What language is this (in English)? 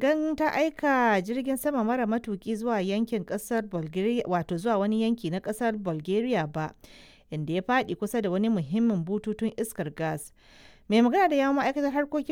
Hausa